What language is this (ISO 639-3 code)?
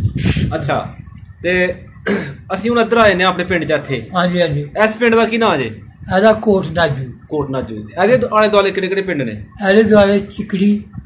pan